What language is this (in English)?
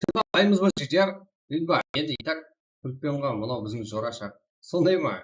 Kara-Kalpak